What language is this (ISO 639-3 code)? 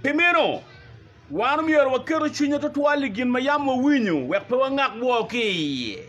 ach